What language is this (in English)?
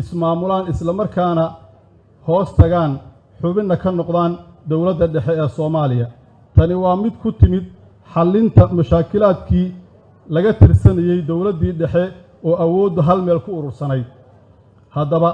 Somali